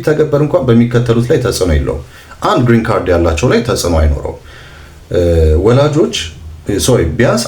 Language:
Amharic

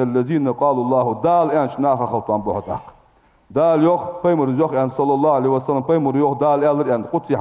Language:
Ingush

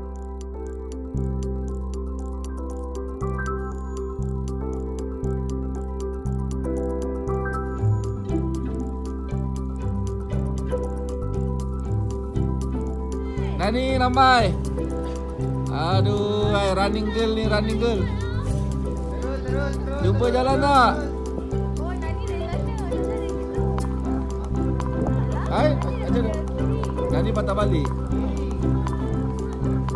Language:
Malay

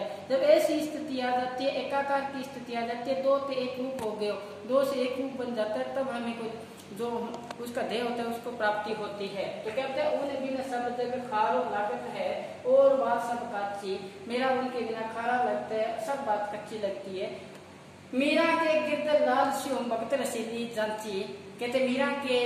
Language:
Hindi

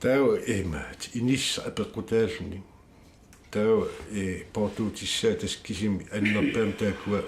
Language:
Kalaallisut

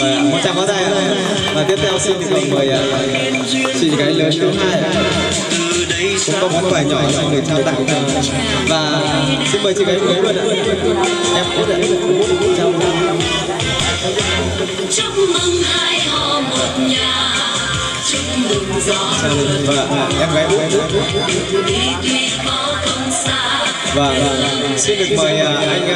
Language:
Vietnamese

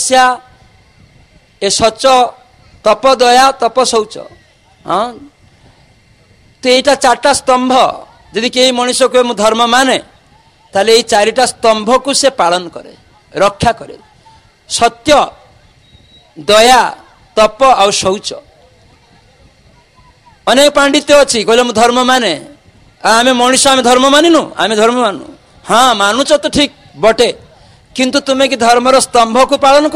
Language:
Odia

